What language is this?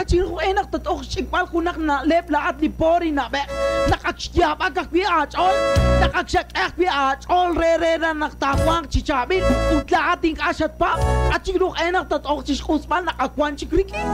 Kekchí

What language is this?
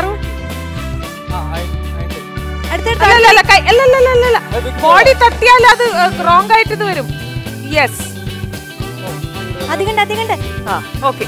Malayalam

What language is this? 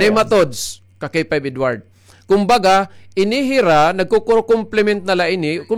Waray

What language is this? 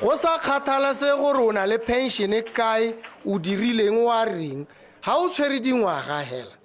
Tswana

